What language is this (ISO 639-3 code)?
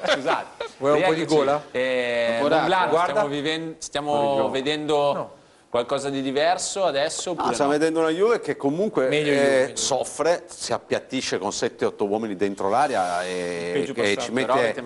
ita